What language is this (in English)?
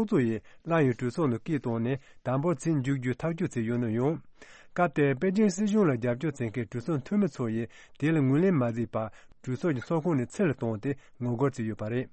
Tibetan